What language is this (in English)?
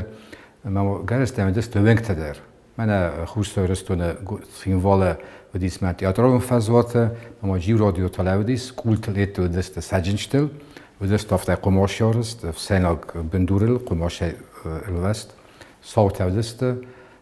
Ossetic